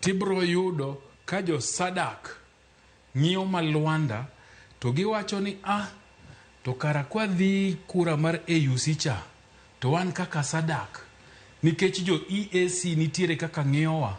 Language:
Luo (Kenya and Tanzania)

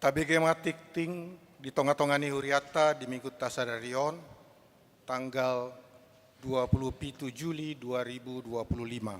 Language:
Batak Toba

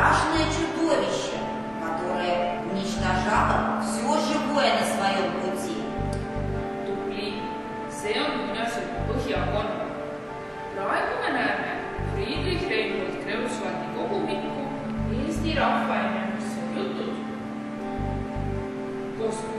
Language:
Estonian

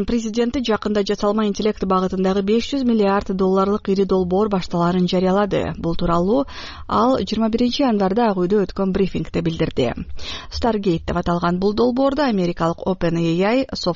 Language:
Kyrgyz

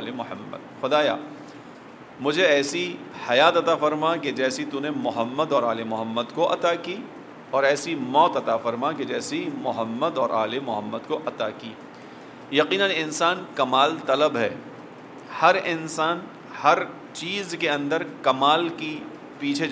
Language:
Urdu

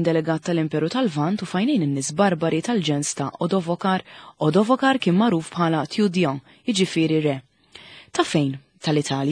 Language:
Maltese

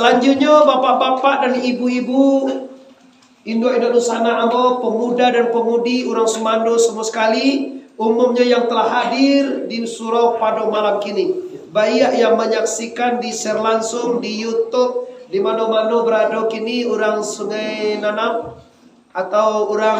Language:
Minangkabau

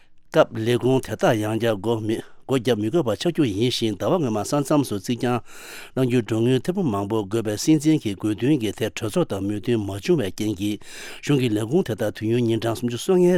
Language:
Tibetan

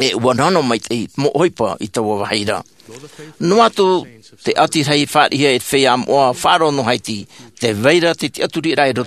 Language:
Tahitian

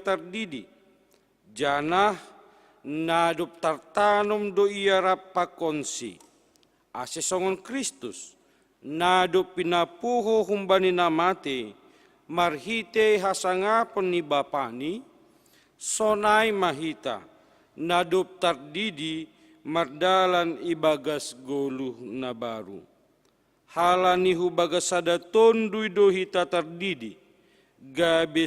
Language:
Batak Simalungun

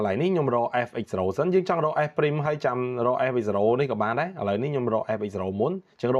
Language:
Khmer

